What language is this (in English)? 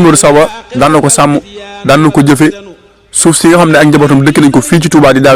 Wolof